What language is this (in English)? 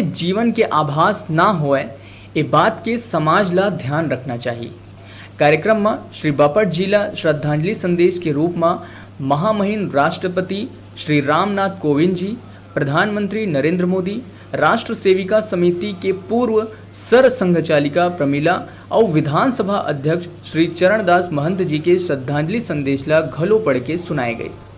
Chhattisgarhi